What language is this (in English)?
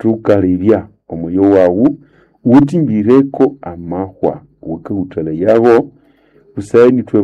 Nande